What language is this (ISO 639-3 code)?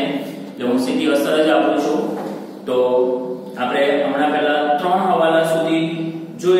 guj